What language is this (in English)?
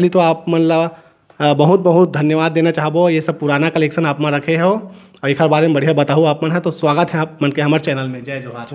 Chhattisgarhi